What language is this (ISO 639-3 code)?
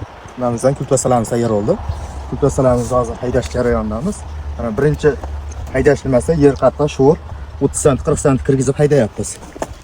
uzb